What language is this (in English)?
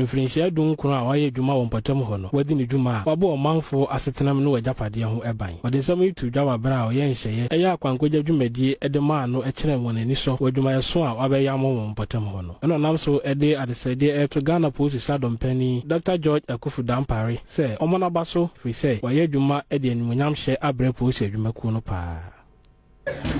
Akan